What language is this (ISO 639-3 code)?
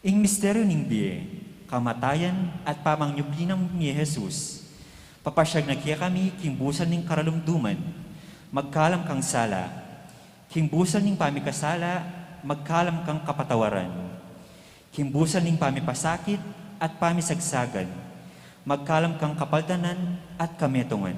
pam